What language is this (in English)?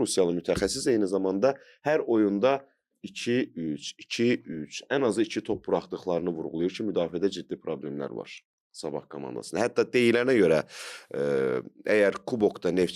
Azerbaijani